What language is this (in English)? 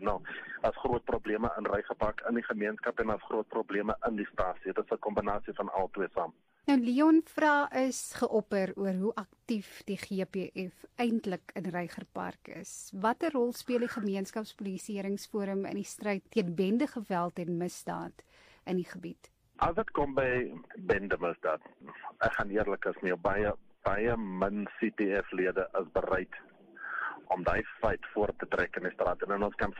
Afrikaans